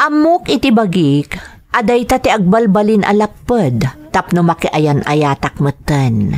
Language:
Iloko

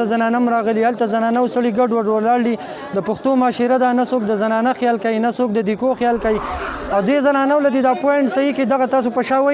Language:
Pashto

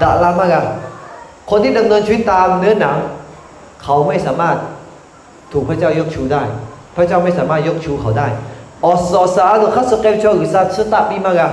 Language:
Lahu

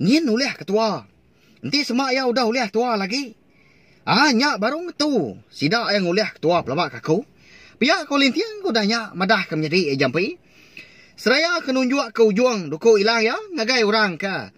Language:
Iban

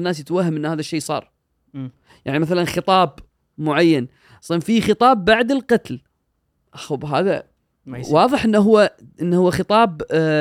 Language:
Gulf Arabic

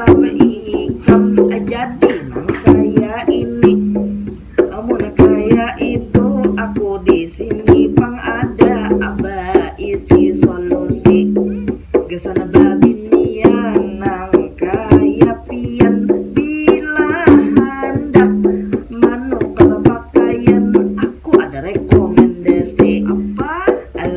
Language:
Banjar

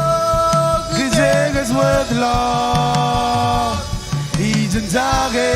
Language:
Marshallese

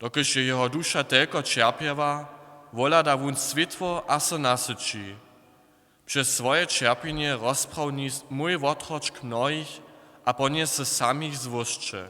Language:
Upper Sorbian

